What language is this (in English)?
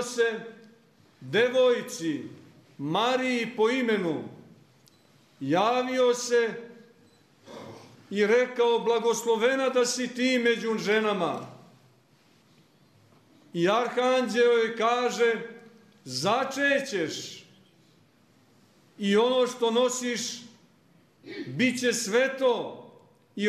Croatian